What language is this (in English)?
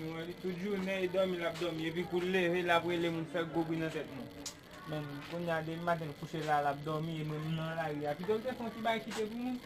Haitian Creole